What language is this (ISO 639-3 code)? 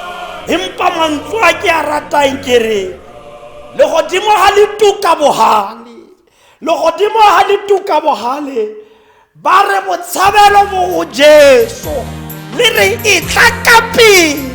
tsn